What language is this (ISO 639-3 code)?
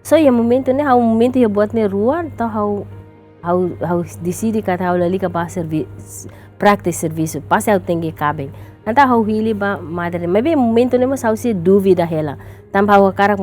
tet